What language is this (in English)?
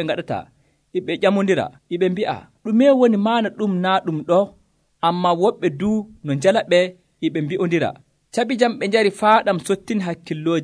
Nigerian Fulfulde